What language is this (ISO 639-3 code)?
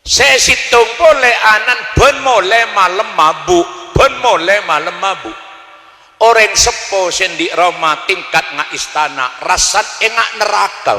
mad